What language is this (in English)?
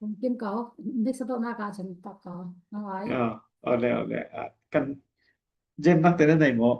Falam Chin